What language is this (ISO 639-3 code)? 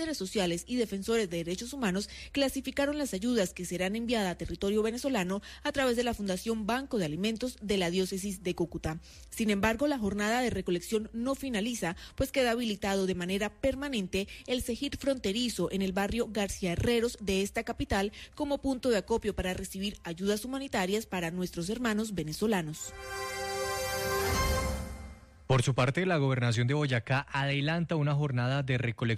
spa